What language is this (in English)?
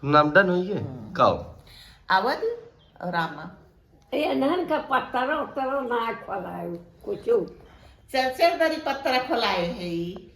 Awadhi